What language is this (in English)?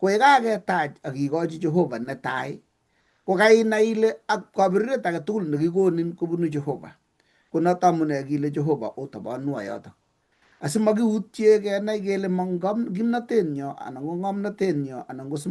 Kalenjin